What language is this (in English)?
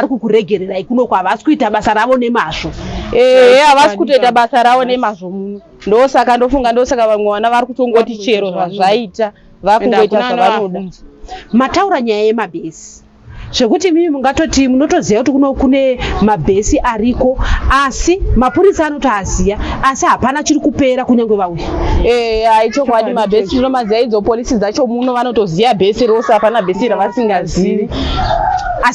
Shona